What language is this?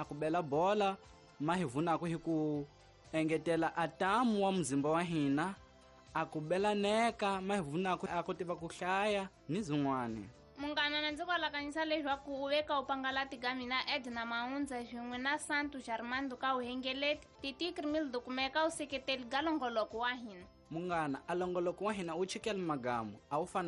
Tsonga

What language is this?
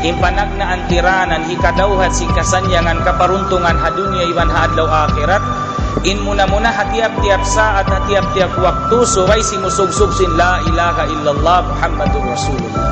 Tausug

